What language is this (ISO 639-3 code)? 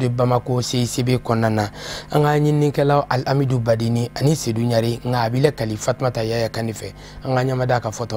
bam